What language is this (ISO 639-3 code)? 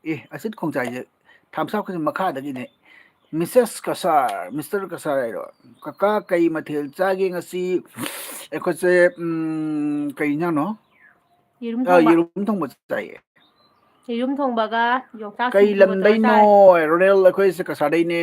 mni